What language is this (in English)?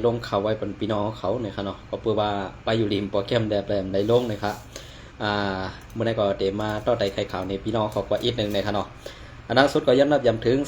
Shan